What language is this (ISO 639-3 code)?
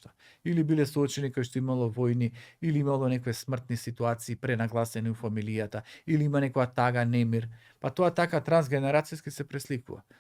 mkd